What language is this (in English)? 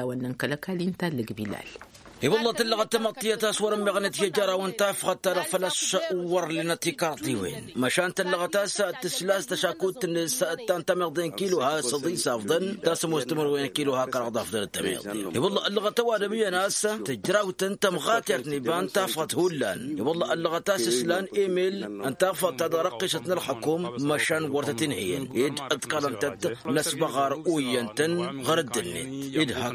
Tamasheq